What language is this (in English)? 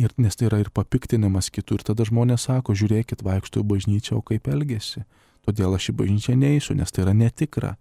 Lithuanian